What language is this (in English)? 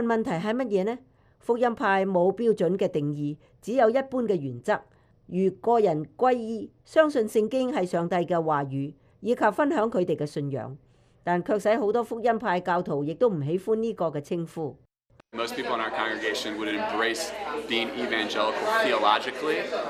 Cantonese